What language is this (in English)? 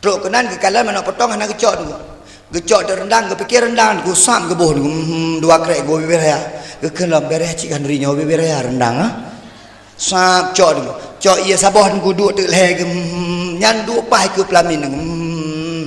Achinese